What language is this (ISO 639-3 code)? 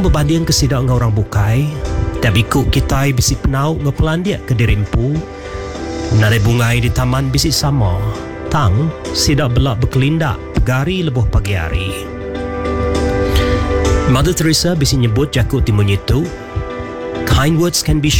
iba